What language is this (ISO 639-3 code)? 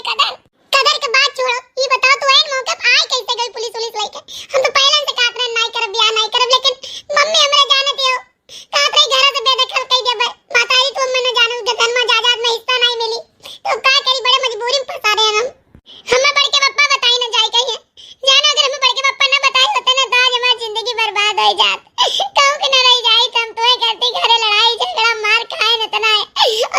awa